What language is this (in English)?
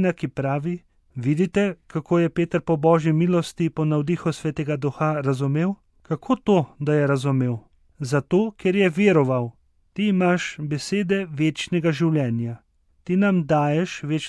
Slovenian